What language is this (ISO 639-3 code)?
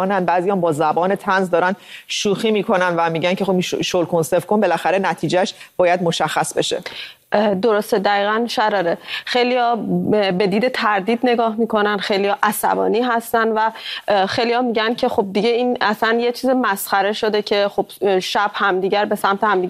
fas